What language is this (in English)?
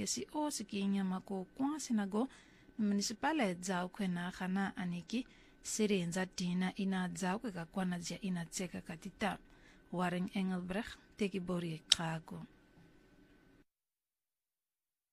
Afrikaans